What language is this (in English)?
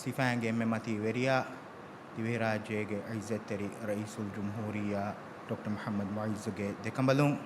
Divehi